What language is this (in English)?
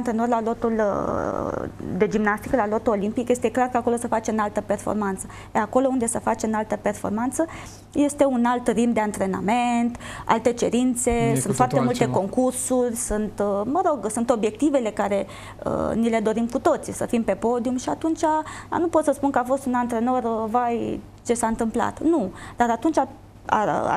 Romanian